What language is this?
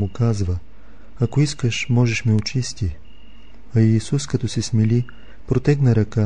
Bulgarian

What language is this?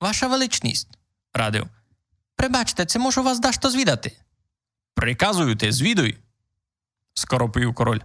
Rusyn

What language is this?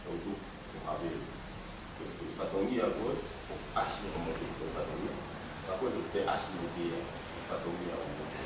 Tongan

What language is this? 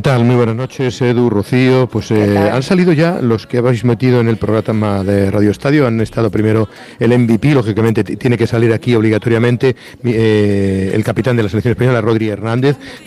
Spanish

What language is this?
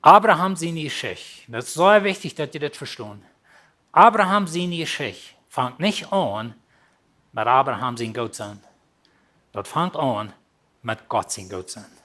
Plautdietsch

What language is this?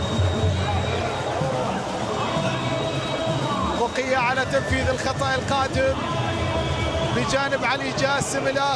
Arabic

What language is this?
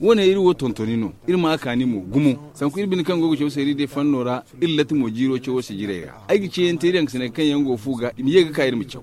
Zarma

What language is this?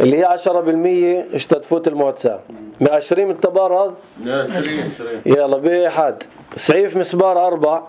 North Levantine Arabic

